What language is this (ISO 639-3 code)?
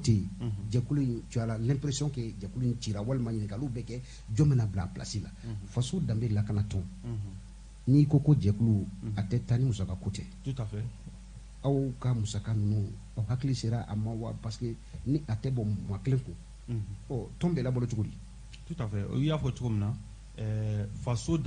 bam